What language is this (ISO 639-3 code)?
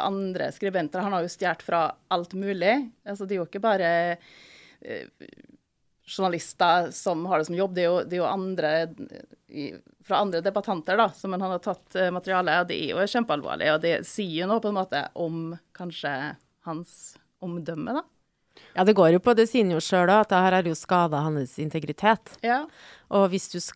nor